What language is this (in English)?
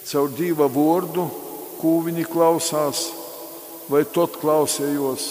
Latgalian